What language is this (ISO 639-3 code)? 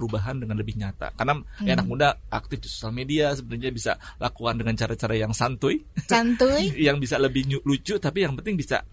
ind